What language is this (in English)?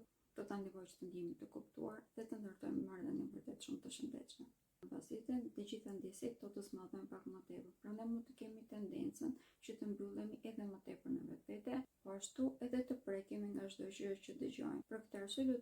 Albanian